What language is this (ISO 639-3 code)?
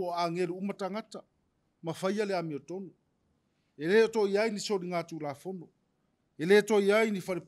smo